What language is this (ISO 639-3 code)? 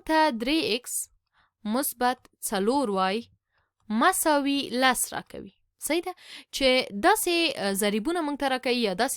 pus